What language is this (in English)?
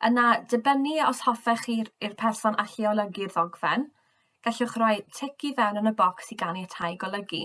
Welsh